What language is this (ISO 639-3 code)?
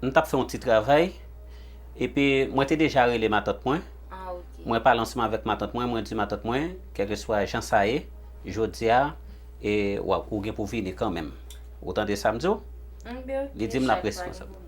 hat